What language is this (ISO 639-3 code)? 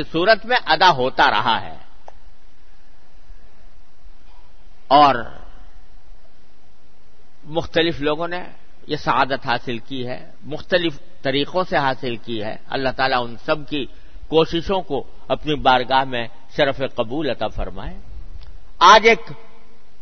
urd